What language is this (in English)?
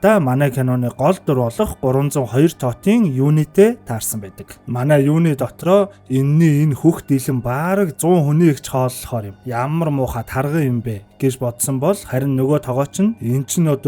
Mongolian